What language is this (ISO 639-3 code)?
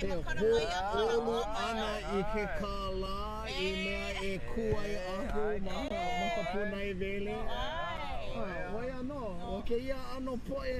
haw